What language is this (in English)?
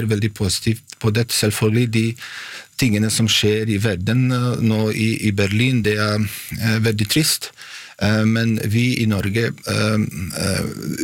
Norwegian